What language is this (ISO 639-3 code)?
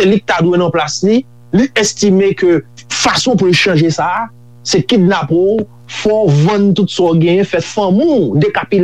hat